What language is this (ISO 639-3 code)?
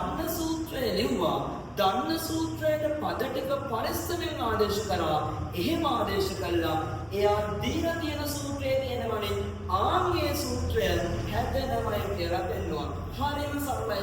sin